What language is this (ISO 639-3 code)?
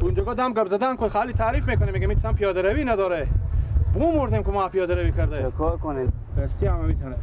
fas